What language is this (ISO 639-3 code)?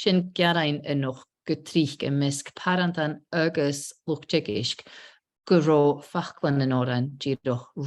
gla